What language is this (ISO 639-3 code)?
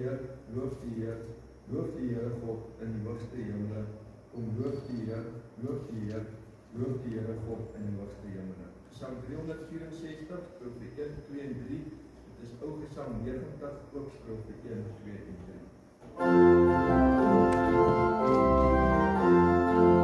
afr